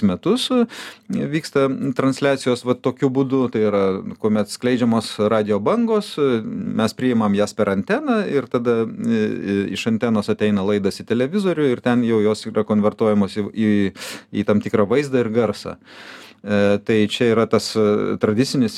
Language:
Lithuanian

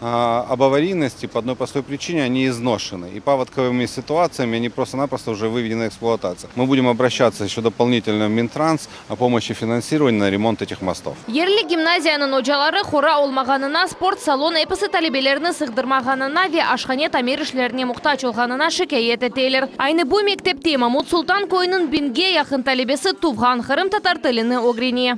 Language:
Crimean Tatar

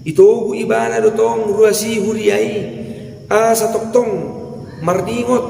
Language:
Batak Toba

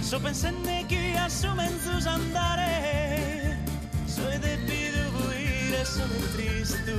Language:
Sardinian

